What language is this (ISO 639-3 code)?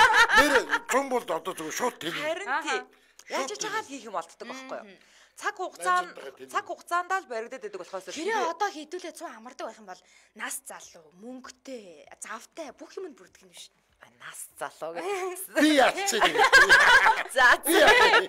mon